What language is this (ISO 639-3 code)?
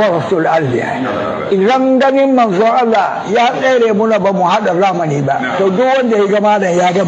hau